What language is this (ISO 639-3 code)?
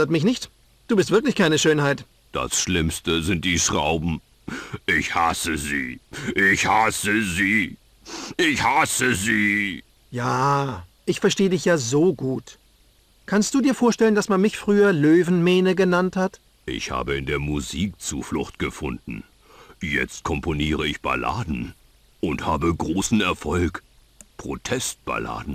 bar